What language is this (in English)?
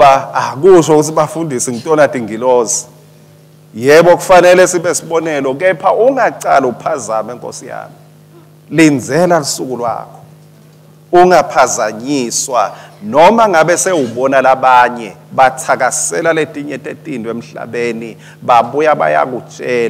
Swati